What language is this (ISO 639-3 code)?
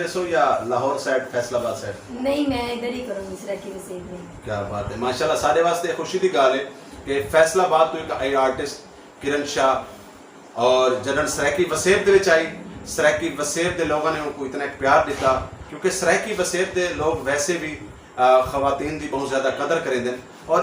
skr